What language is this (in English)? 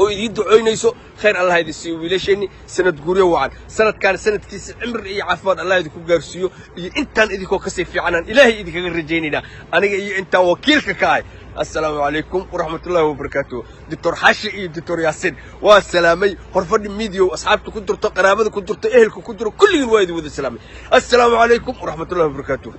Somali